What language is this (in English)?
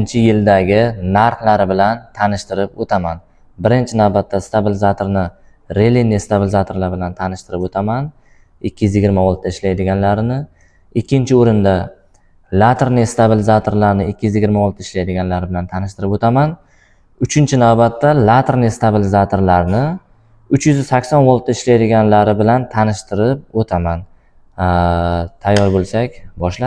Uzbek